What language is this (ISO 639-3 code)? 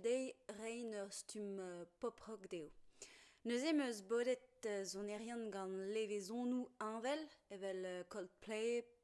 bre